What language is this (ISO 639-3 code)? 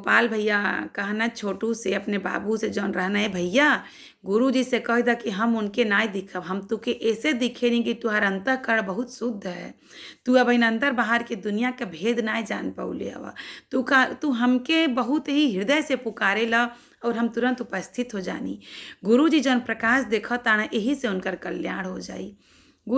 bho